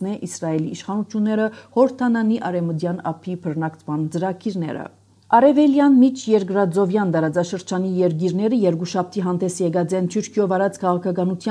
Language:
Armenian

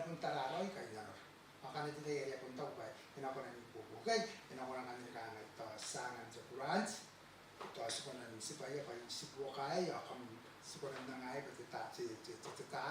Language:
Gilbertese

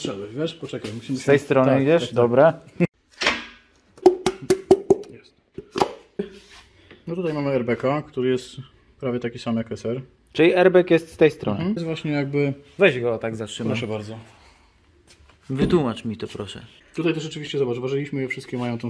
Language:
Polish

